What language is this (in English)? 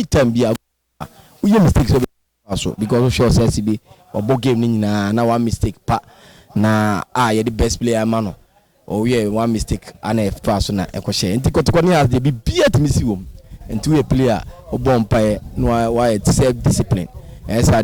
Akan